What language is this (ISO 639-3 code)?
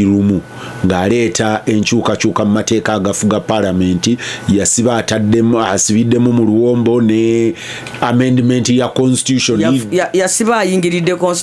lug